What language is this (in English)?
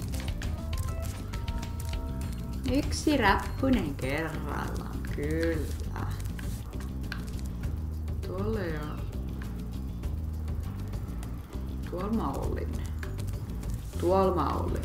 Finnish